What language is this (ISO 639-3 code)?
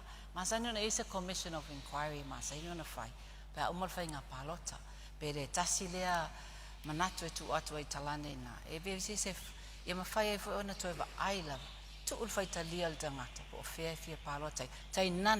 smo